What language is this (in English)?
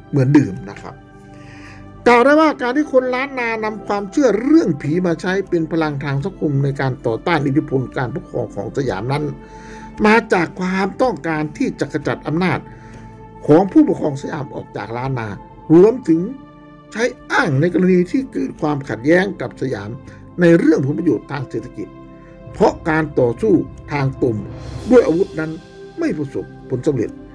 Thai